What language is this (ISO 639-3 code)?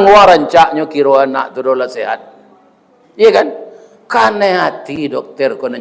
min